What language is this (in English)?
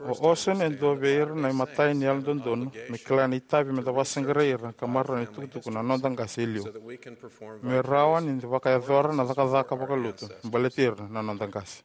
Fijian